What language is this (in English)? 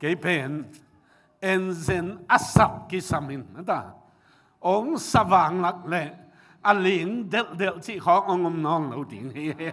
Tedim Chin